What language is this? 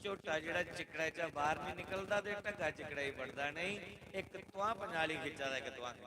Dogri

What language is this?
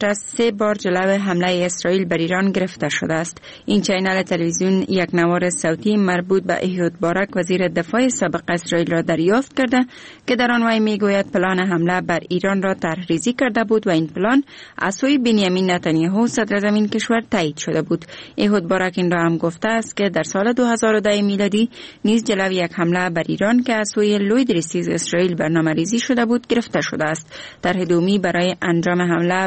Persian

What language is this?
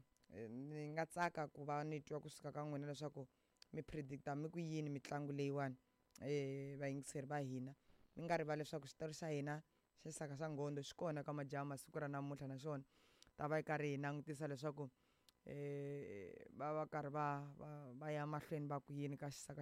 Tsonga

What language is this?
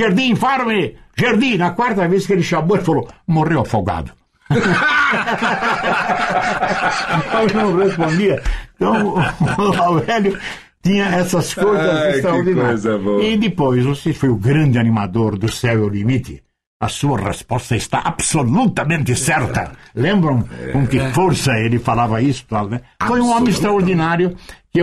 Portuguese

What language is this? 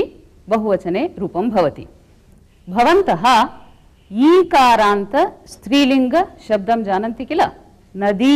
Sanskrit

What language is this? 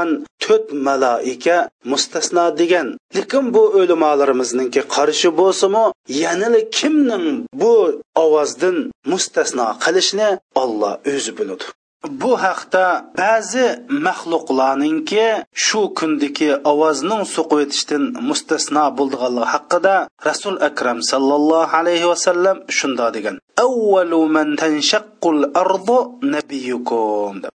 Uyghur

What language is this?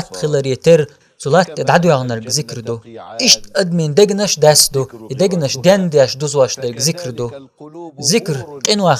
Chechen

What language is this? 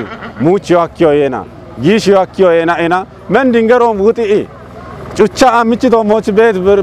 Kafa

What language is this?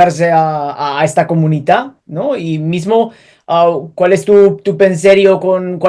Ladino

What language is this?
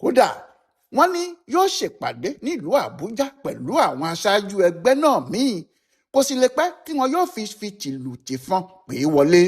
Yoruba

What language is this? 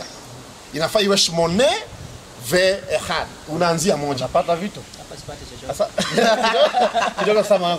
Swahili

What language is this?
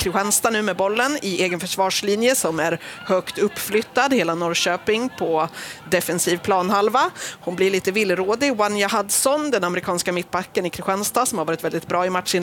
Swedish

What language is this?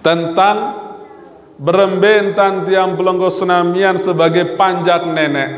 Sasak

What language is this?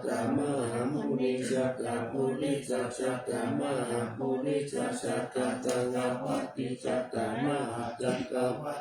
Pali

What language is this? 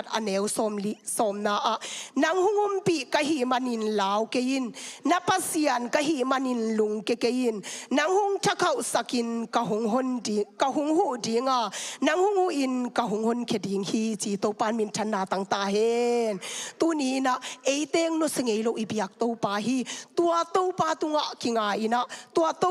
Tedim Chin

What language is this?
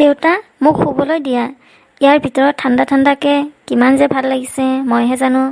Assamese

